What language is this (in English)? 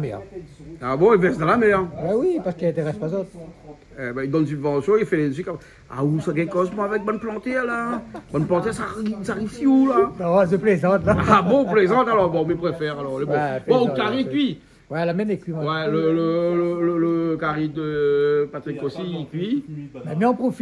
Réunion Creole French